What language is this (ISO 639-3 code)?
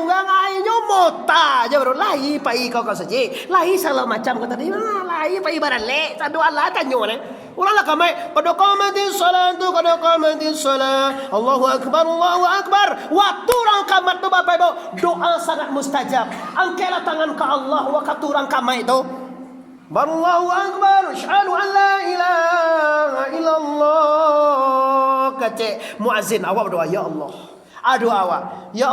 min